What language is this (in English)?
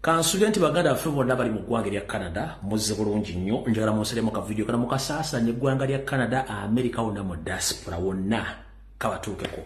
Ganda